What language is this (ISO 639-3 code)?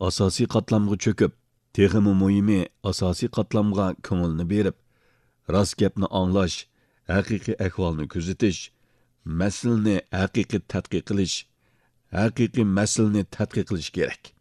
uig